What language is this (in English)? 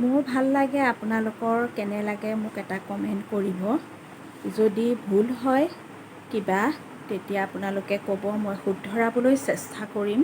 Assamese